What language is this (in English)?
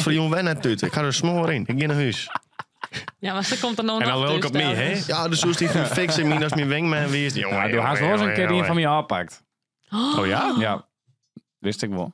Western Frisian